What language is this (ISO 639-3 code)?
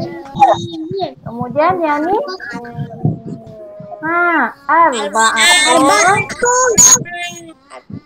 msa